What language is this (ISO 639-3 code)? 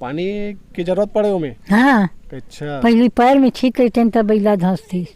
hne